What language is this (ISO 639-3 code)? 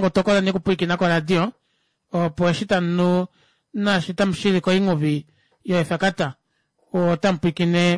kua